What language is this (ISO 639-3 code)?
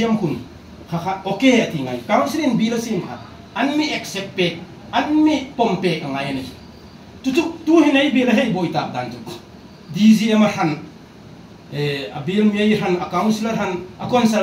hmr